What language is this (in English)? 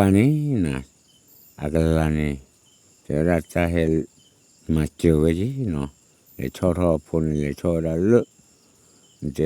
S'gaw Karen